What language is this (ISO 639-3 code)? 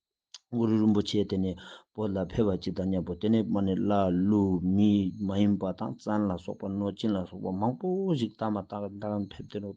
lbj